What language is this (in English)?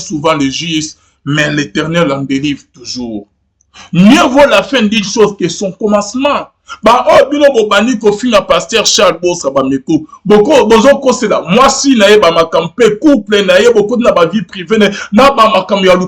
Lingala